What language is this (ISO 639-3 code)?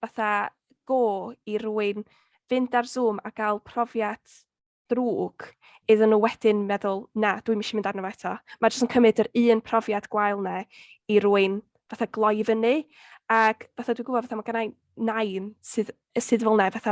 cym